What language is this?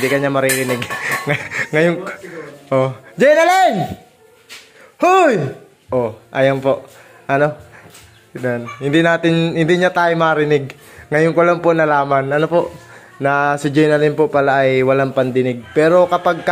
Filipino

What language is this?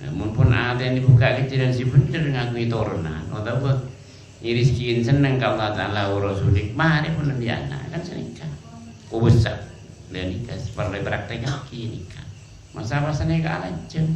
Madurese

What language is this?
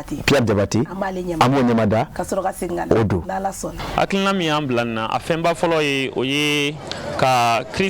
Bambara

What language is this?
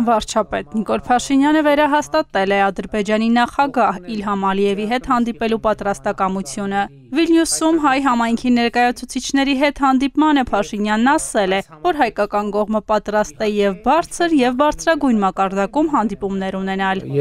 Armenian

